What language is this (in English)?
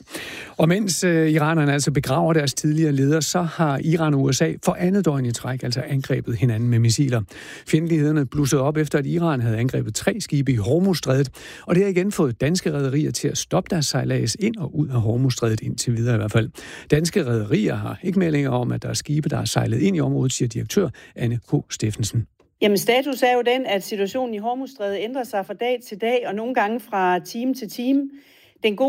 Danish